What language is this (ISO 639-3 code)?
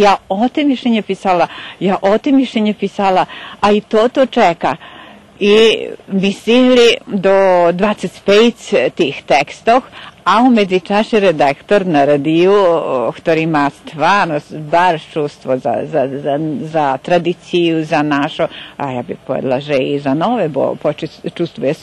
rue